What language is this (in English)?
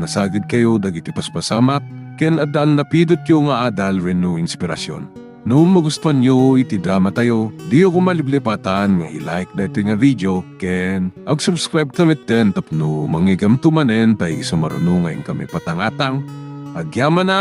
Iloko